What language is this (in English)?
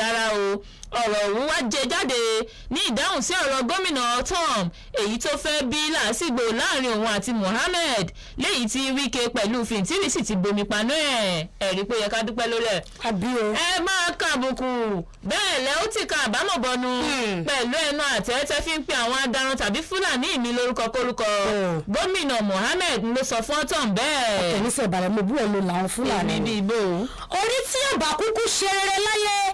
Yoruba